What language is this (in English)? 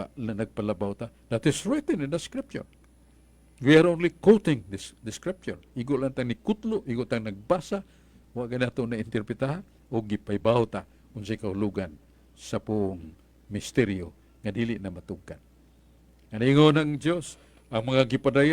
Cebuano